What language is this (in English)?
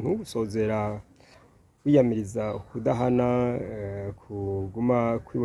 Rundi